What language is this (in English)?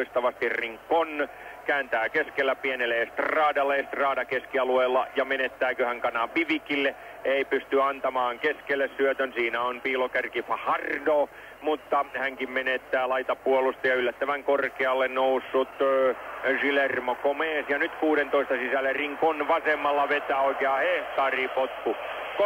Finnish